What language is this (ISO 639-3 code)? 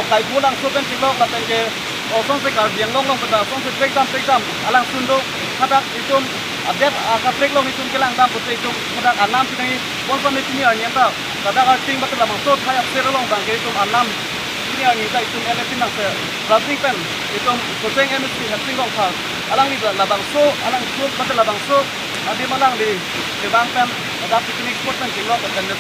mjw